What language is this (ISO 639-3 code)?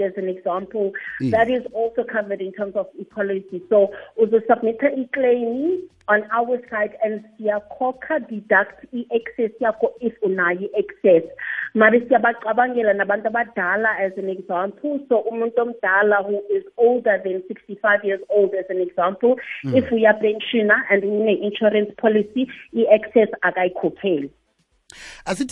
nbl